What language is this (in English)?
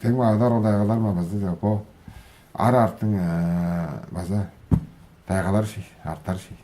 Tuvinian